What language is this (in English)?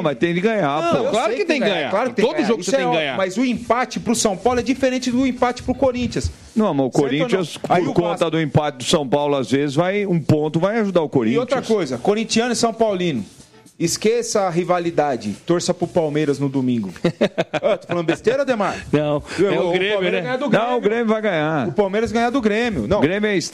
Portuguese